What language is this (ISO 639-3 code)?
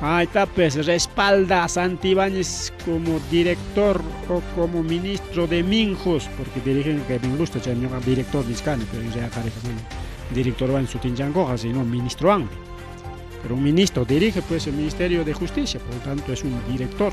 quy